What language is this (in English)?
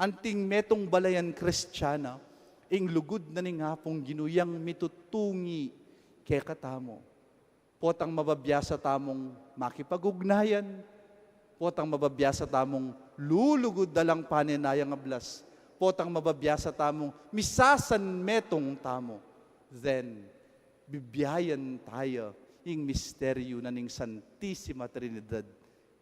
Pampanga